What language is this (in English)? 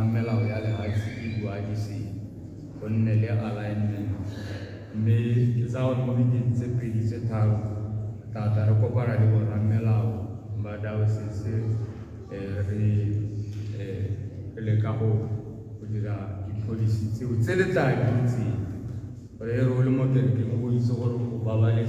Tswana